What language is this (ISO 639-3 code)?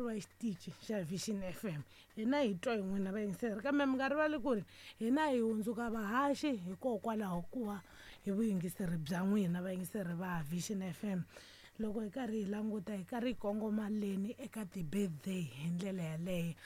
tso